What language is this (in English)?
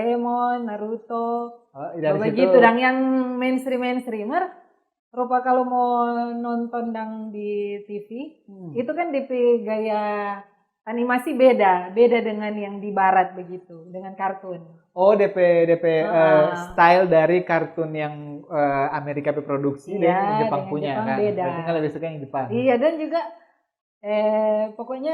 Manado Malay